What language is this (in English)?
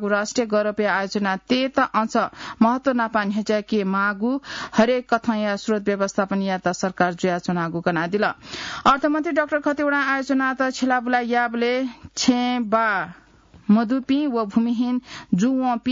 Newari